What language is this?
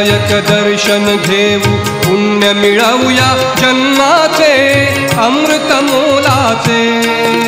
Marathi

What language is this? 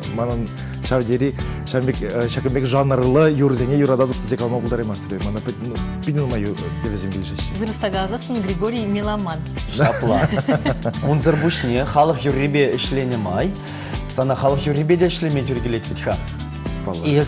Chuvash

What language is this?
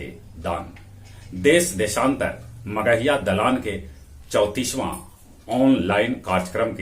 Magahi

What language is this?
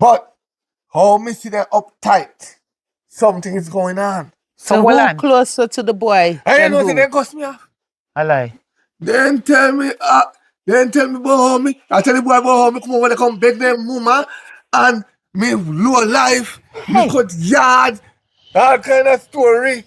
Jamaican Creole English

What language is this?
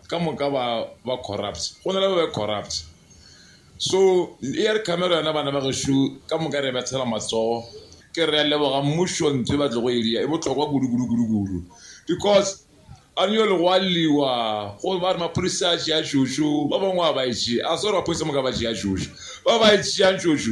Northern Sotho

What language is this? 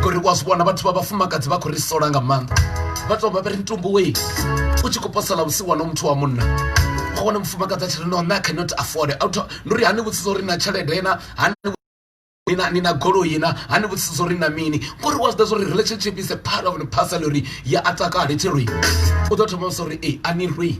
Venda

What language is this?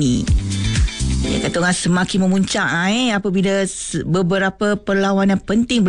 Malay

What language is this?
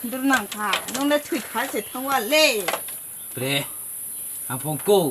Riang (India)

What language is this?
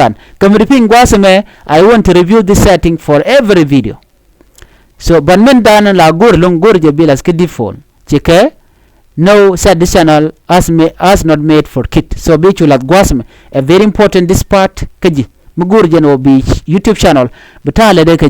Nuer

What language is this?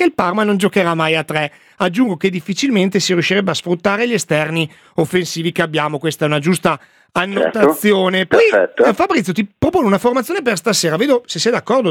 Italian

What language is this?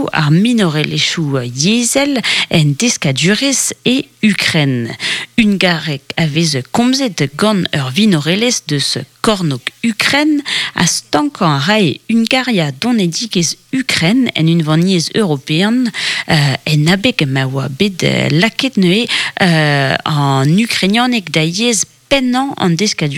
Breton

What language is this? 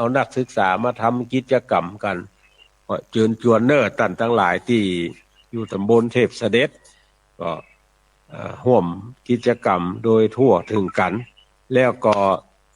Northern Thai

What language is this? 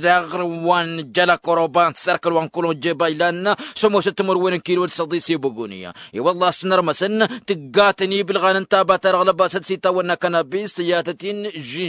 Tamasheq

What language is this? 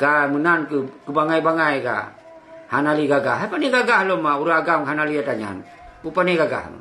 Achinese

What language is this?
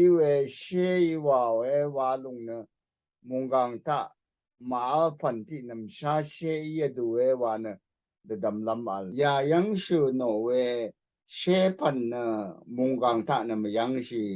Rawang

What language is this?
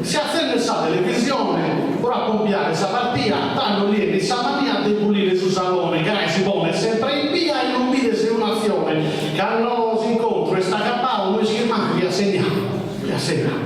Sardinian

